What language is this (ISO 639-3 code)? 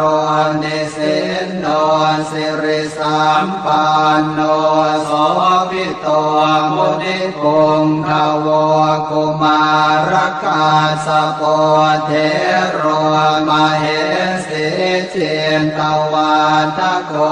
pli